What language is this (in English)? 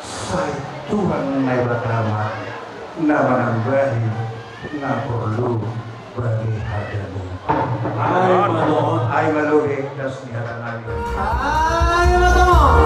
Batak Simalungun